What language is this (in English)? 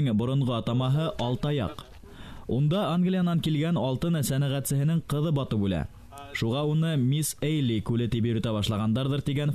Bashkir